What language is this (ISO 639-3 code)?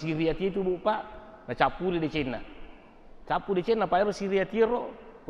bug